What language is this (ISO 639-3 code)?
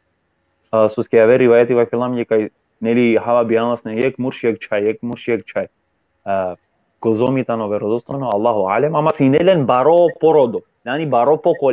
rmn